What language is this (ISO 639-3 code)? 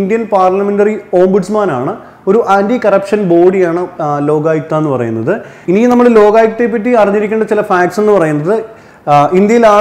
mal